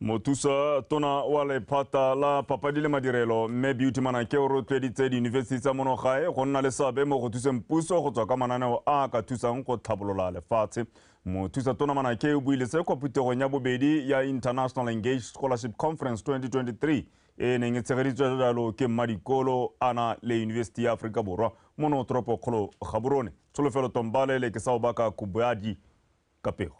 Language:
Tswana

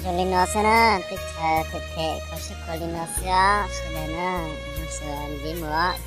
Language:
Hmong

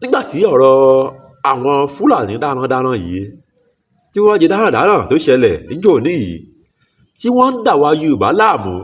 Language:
Yoruba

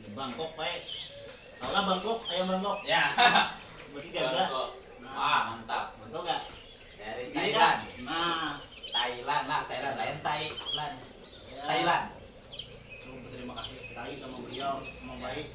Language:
Banjar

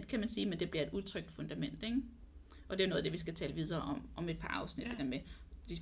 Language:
Danish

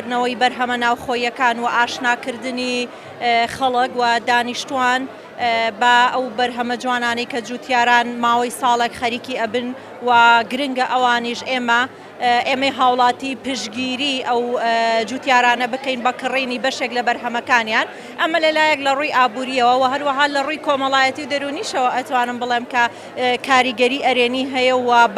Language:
Central Kurdish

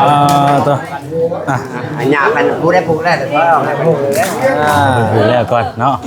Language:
Lao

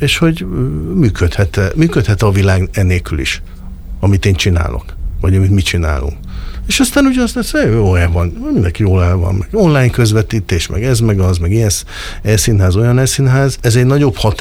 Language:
Hungarian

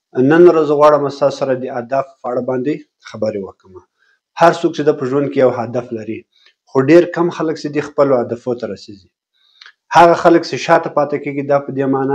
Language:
Pashto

